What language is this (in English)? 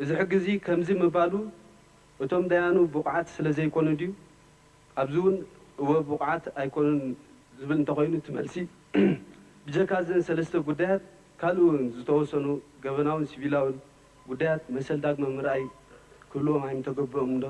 Tigrinya